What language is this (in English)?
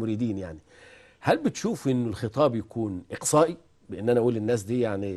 Egyptian Arabic